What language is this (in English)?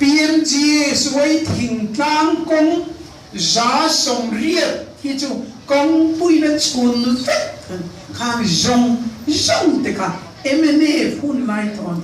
Mizo